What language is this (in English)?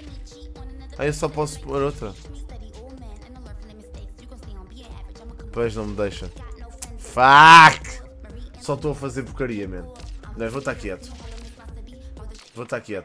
Portuguese